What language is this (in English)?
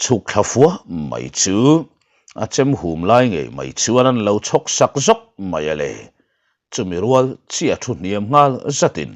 Mizo